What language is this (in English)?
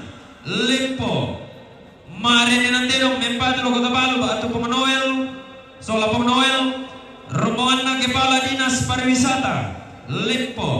Toraja-Sa'dan